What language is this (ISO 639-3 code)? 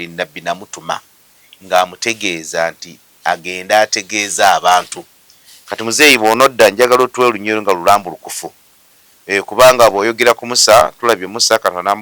lug